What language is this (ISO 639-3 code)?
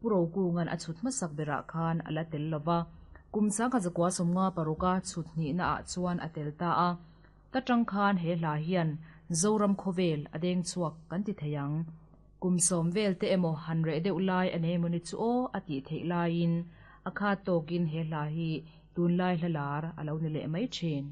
lus